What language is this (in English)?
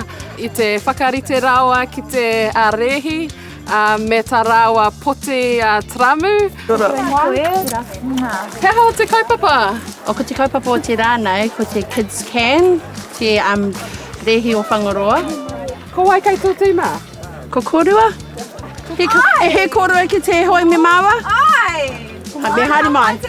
Māori